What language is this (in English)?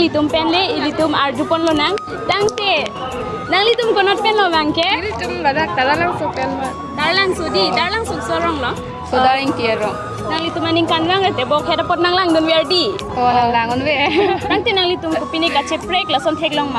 Karbi